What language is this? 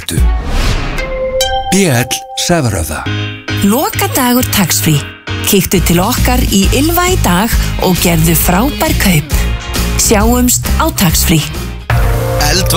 Icelandic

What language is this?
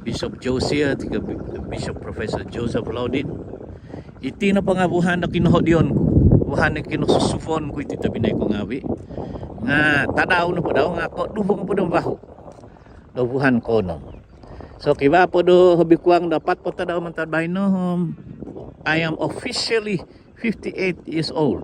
Central Dusun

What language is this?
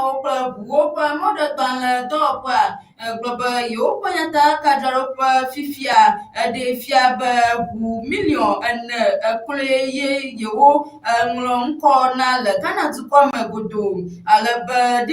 Ewe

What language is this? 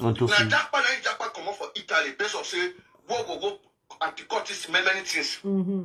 Nigerian Pidgin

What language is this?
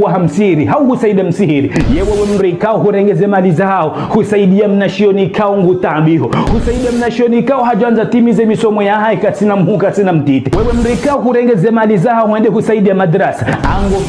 Ngazidja Comorian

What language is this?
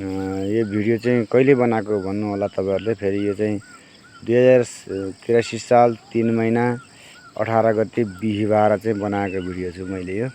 Nepali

